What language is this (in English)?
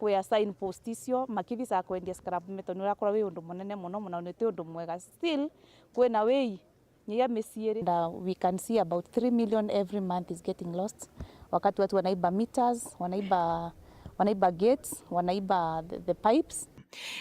Meru